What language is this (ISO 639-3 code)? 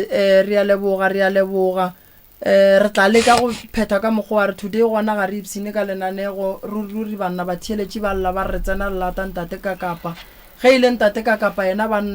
nso